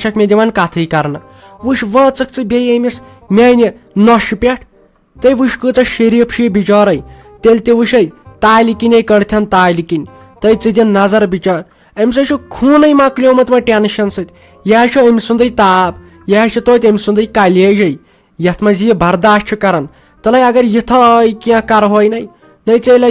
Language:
Kashmiri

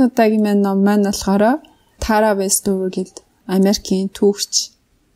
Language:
Mongolian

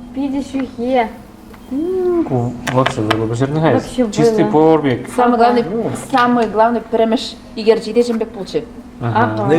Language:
Chuvash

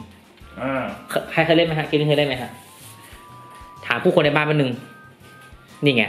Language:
Thai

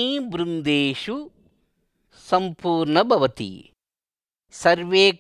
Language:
Sanskrit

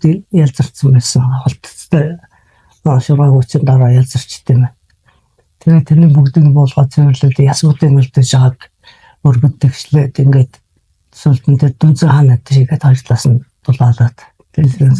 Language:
Mongolian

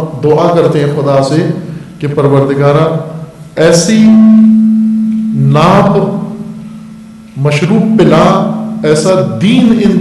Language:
Urdu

